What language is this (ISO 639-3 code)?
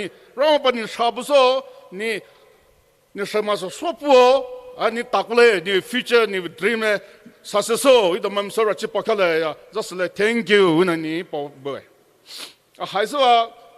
pmx